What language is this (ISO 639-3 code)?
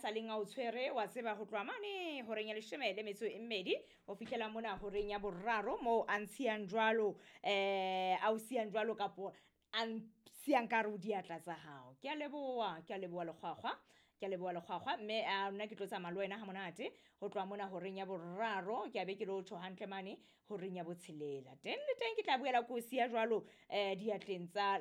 sot